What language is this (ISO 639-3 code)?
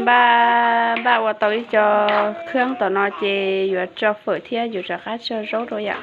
hmn